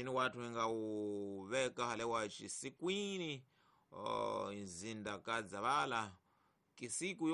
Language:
Tsonga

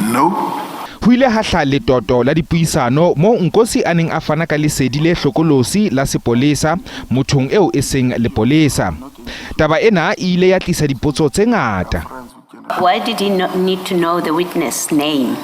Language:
Southern Sotho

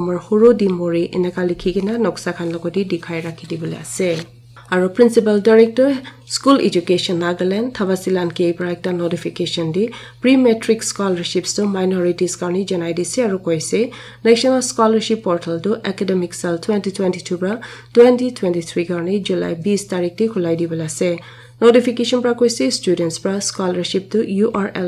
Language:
Naga Pidgin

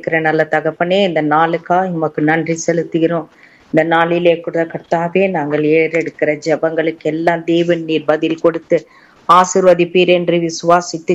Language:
Tamil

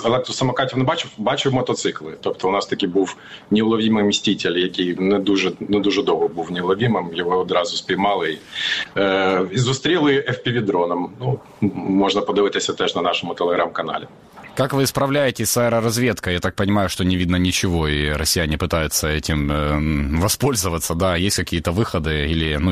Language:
Ukrainian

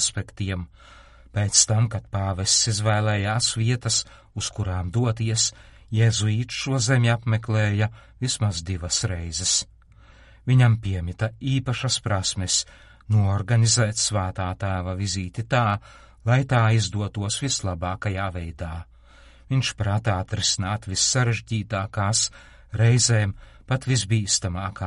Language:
Latvian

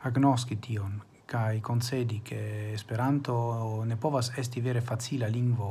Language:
Esperanto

